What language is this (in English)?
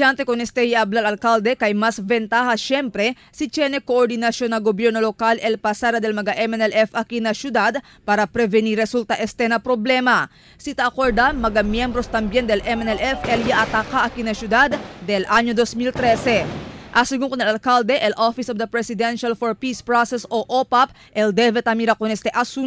Chavacano